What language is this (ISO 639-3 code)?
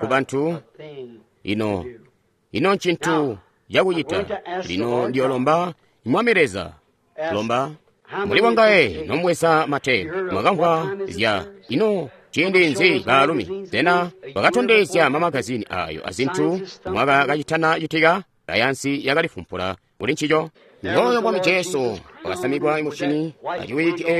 toi